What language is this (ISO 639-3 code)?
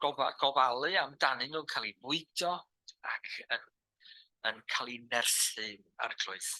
cym